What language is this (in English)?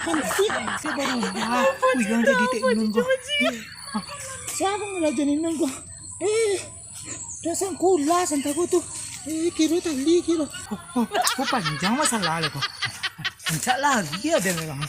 Minangkabau